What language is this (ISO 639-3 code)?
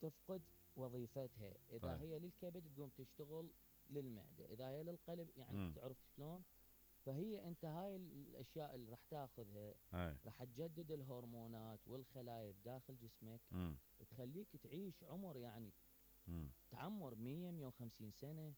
acm